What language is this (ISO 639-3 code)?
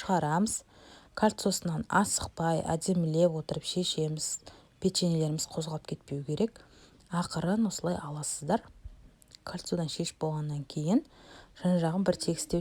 kaz